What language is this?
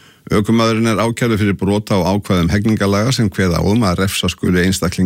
Icelandic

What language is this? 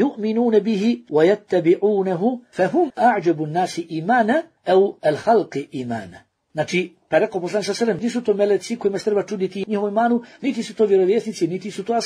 Bosnian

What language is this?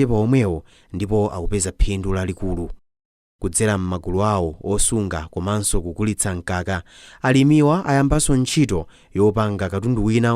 Nyanja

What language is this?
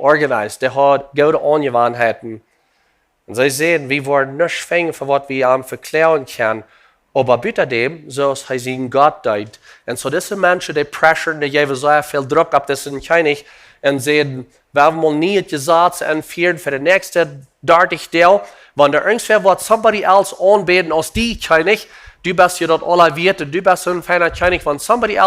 Plautdietsch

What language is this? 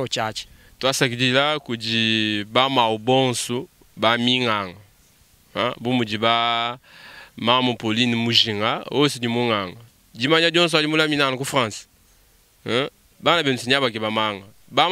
Luba-Lulua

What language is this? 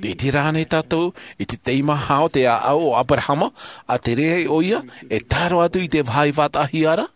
Tahitian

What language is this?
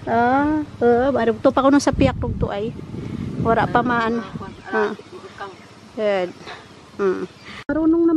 Filipino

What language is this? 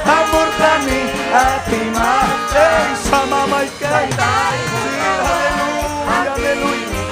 Ayacucho Quechua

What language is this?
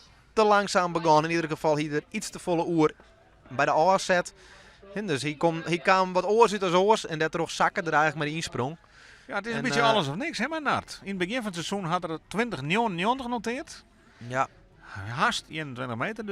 Western Frisian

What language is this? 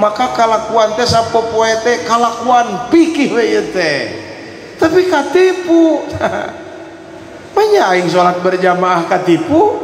Sundanese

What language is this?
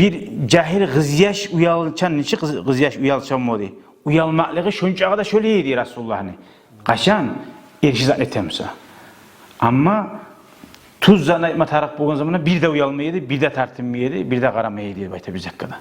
Kumyk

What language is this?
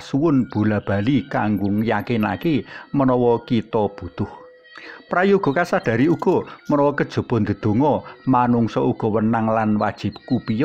Javanese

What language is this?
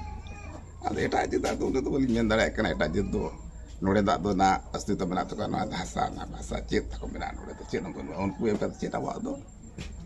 Santali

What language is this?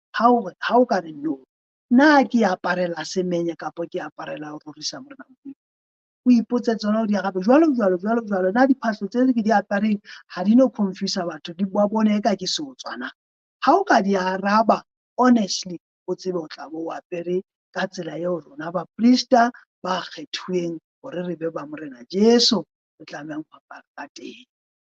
Southern Sotho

